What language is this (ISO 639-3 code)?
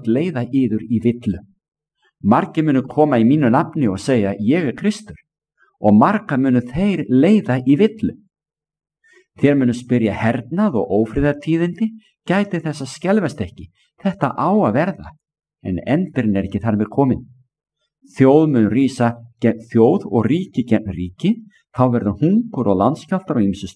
isl